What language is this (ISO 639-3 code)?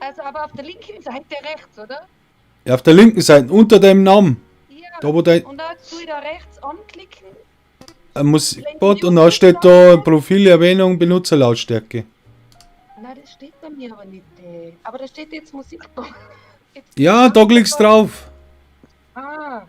bar